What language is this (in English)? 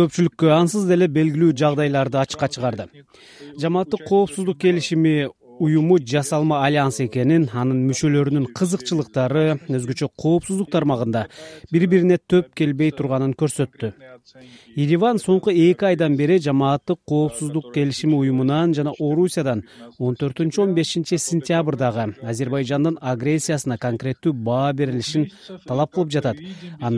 Kyrgyz